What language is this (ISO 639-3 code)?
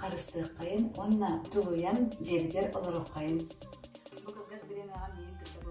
sah